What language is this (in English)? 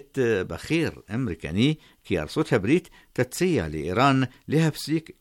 Hebrew